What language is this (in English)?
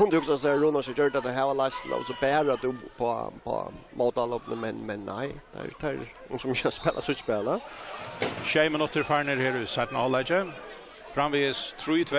Faroese